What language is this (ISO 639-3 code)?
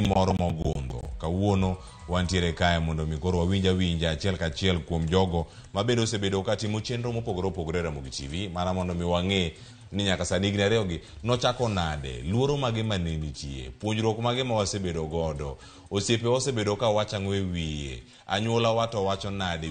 luo